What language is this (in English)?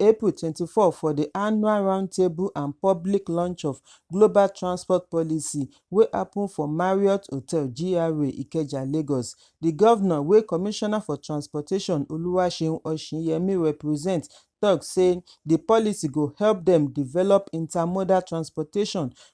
Nigerian Pidgin